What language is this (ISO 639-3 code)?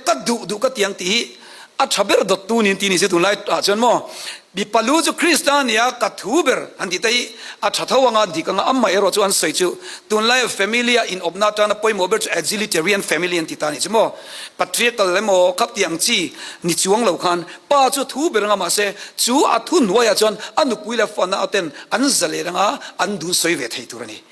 cnh